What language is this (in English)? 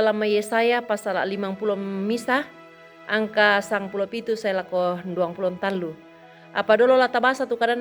Toraja-Sa'dan